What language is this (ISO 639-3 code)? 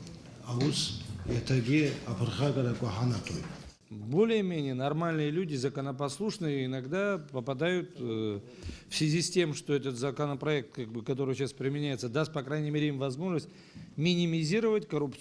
abk